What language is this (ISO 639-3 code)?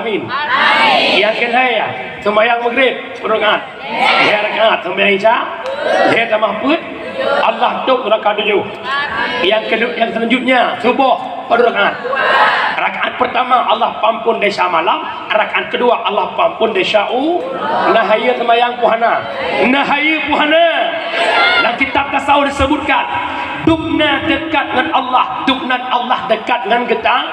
ace